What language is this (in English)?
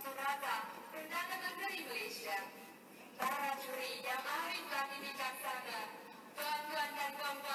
Malay